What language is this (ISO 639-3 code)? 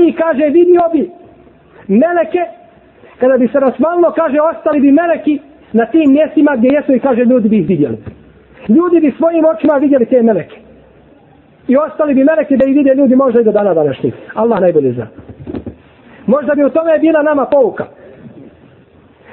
bos